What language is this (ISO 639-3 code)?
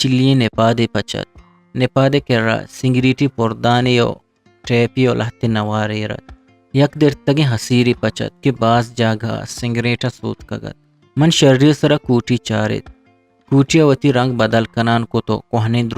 bgp